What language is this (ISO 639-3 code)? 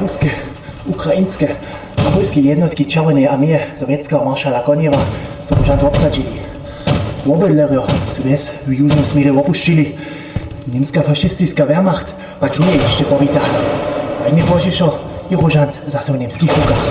hsb